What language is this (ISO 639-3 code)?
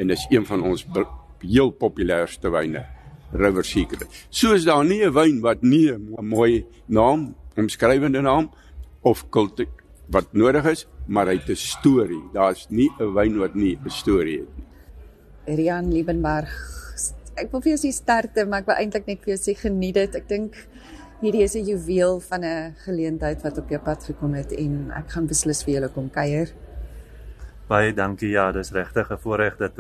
afr